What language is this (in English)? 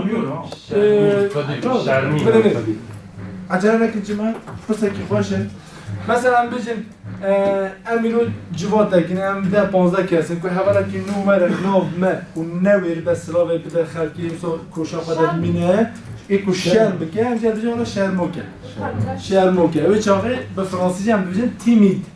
Kurdish